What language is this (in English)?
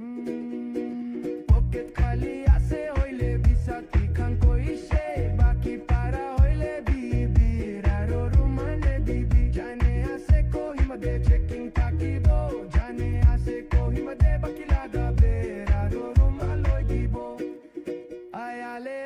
Poumei Naga